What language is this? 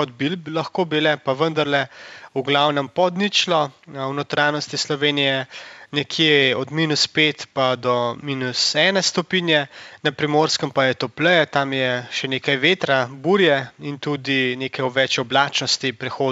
Slovenian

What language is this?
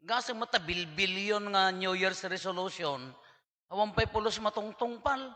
Iloko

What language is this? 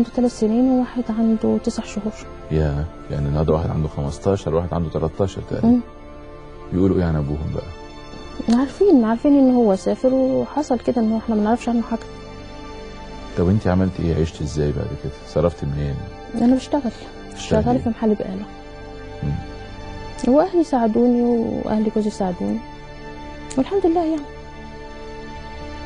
Egyptian Arabic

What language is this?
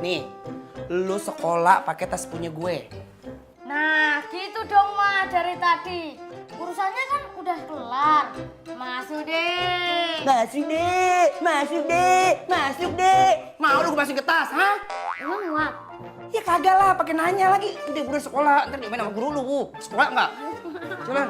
Betawi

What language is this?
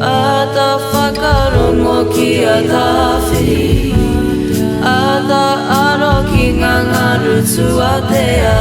Māori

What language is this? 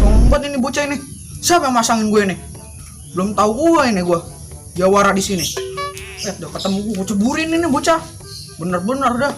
Betawi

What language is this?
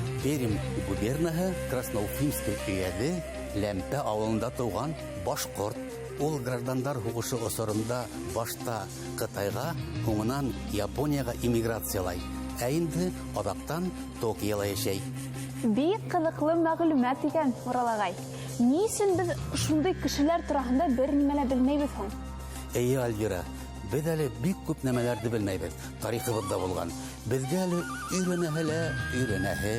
Bashkir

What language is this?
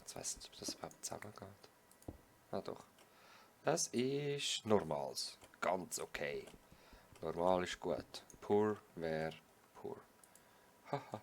Swiss German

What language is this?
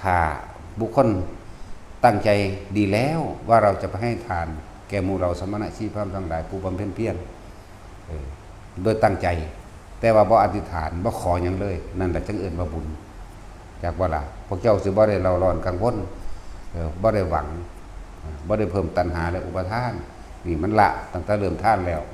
Lao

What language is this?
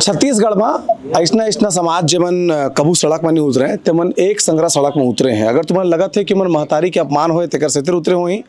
Chhattisgarhi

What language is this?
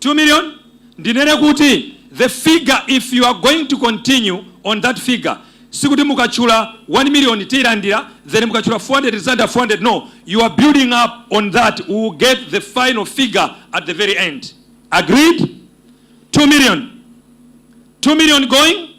Nyanja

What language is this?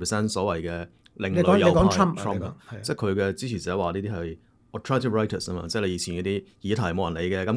Cantonese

